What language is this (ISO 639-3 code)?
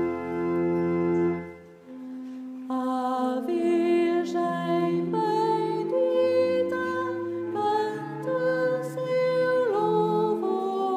por